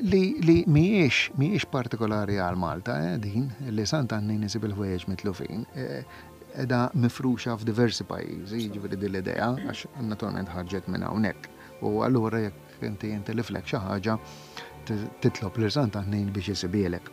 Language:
Maltese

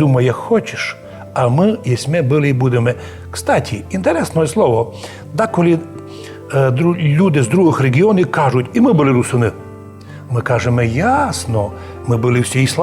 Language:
Rusyn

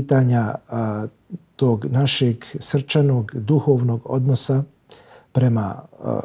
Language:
Bosnian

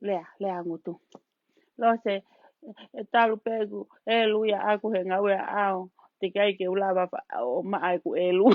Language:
Tongan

